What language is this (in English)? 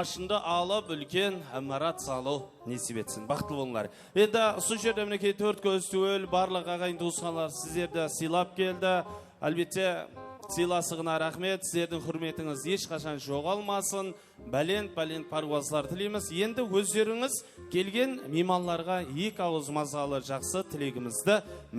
Kara-Kalpak